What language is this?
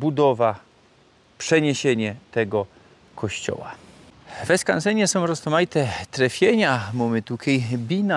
Silesian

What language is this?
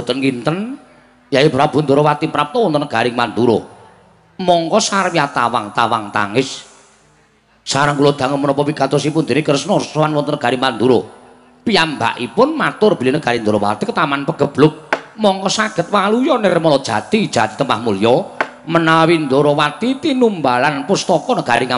Javanese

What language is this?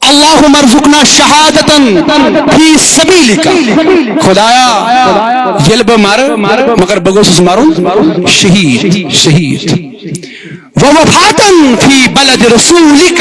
Kashmiri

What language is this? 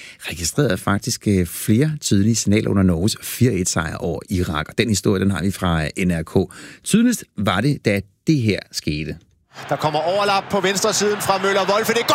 Danish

